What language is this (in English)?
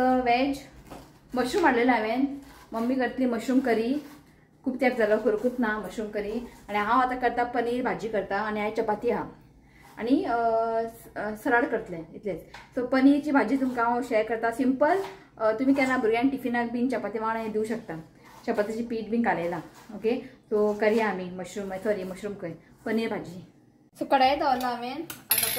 Konkani